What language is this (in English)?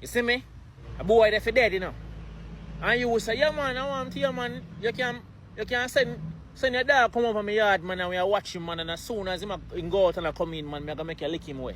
Jamaican Creole English